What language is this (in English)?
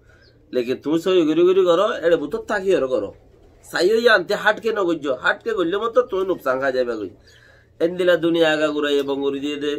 Rohingya